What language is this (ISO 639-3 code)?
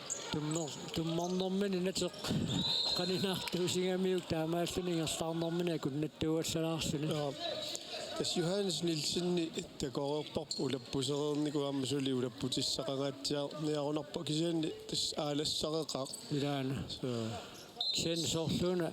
kal